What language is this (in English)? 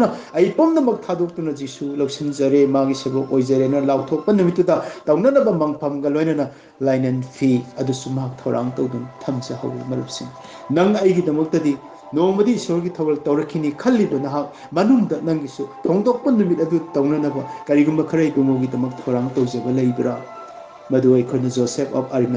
Manipuri